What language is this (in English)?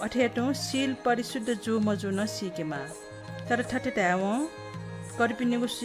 Newari